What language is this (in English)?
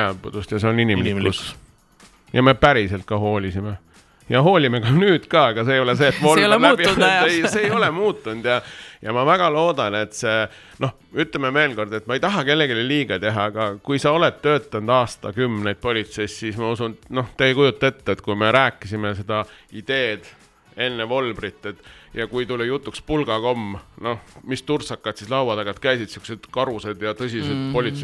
Estonian